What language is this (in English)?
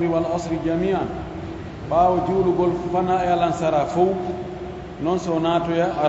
Fula